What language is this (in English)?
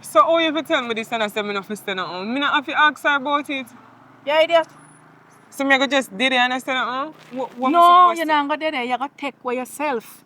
Jamaican Creole English